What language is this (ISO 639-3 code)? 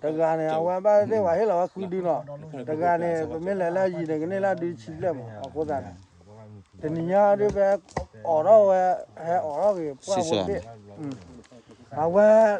ksw